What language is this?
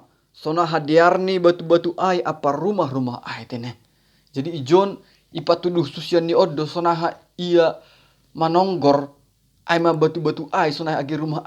Batak Simalungun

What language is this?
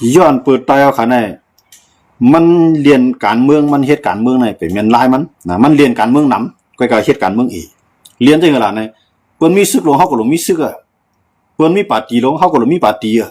Shan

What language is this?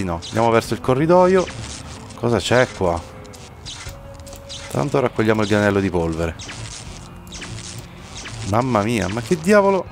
Italian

